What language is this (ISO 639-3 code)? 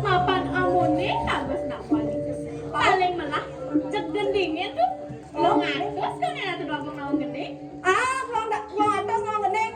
ban